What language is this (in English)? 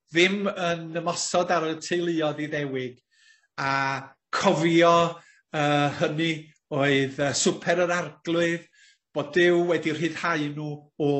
Welsh